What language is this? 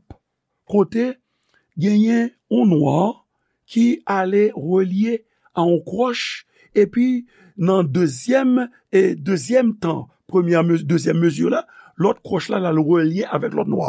Haitian Creole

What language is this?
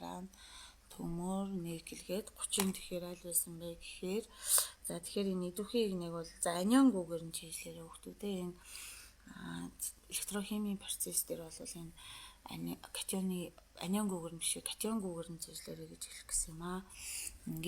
Mongolian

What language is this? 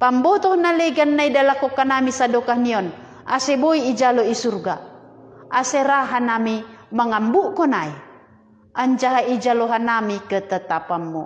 Batak Simalungun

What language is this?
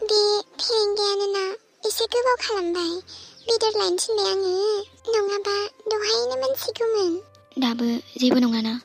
Bodo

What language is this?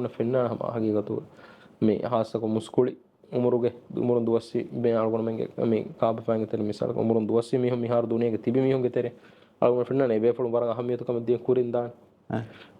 Divehi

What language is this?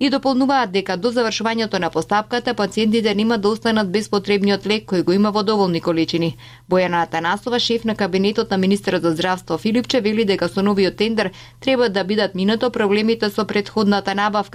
Macedonian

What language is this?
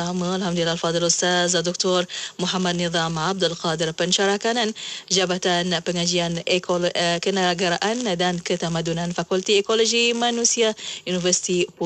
Malay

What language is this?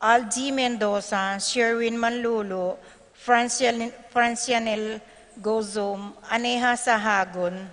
Pampanga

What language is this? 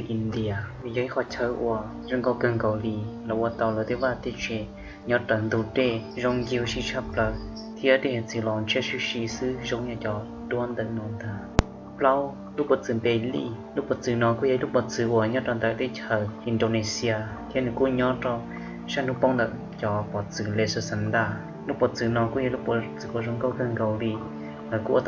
Hmong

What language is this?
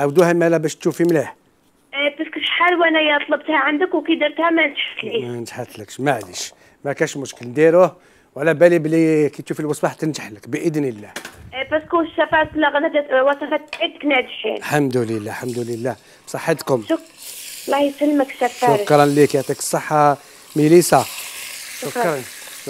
Algerian Arabic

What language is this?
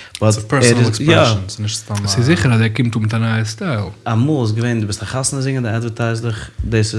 Yiddish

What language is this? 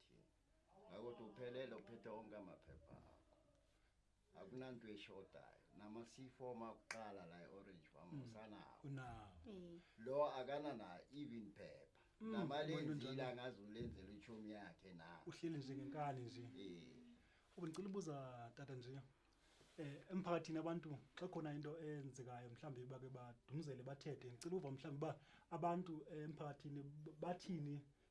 Zulu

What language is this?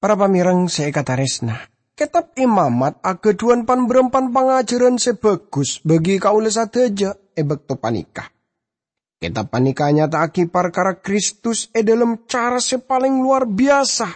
Madurese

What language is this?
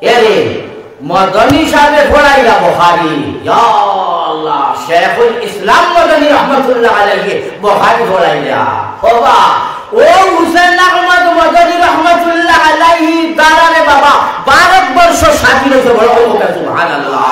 Sylheti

